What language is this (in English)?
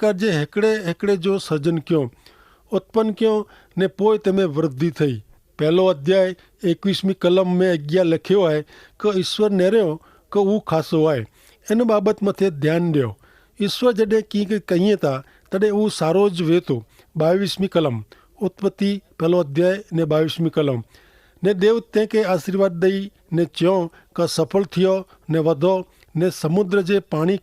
Kachhi